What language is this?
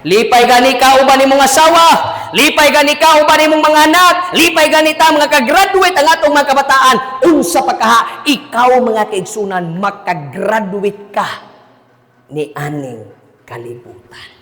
Cebuano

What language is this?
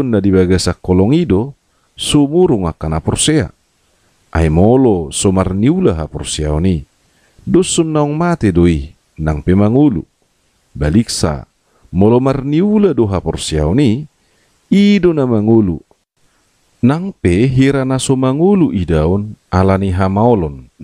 Batak Toba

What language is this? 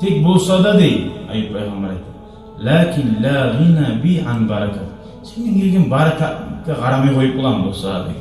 Kumyk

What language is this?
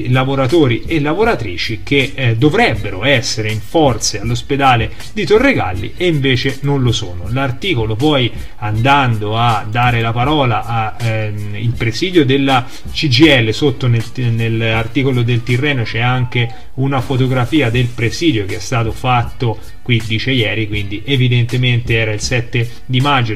Italian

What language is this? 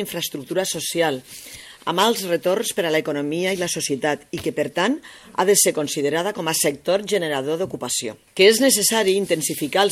Catalan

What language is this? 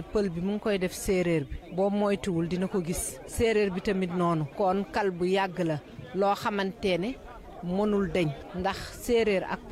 Wolof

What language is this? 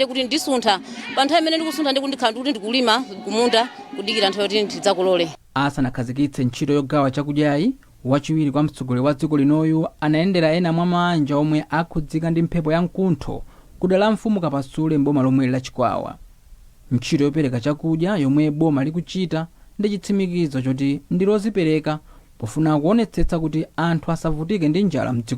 Nyanja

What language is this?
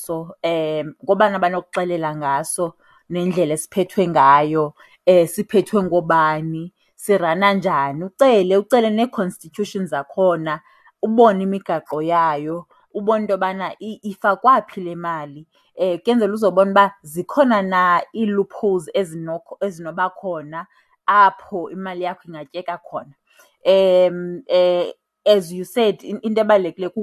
Xhosa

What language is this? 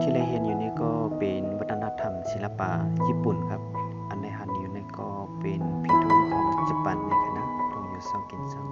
Shan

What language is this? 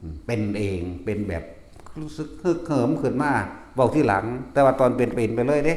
Northeastern Thai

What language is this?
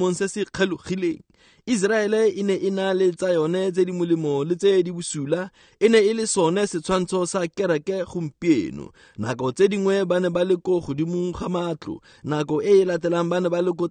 Tswana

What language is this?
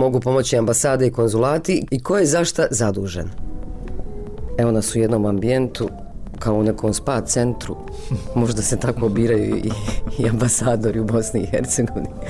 Bosnian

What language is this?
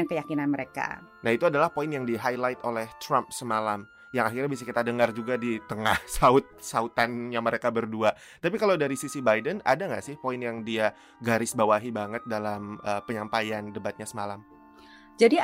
Indonesian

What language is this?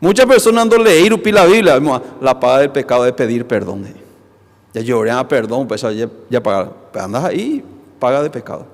Guarani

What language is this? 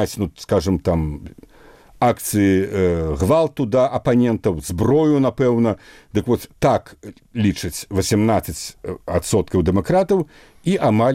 Belarusian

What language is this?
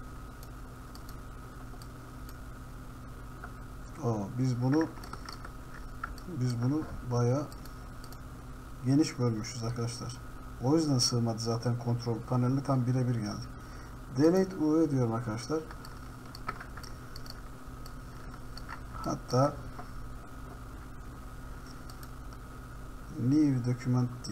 Turkish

